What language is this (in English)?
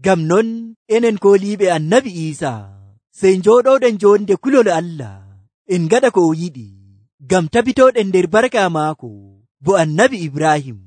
Nigerian Fulfulde